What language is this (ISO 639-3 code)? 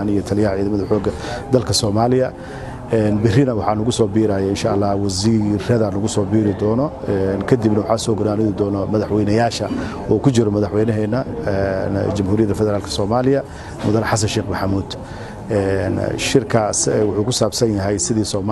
som